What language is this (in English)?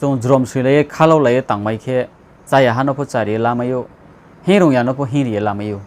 Riang (India)